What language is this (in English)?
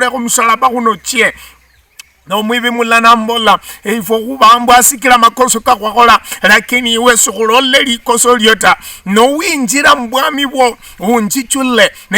Luyia